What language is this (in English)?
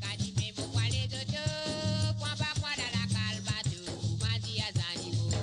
Morisyen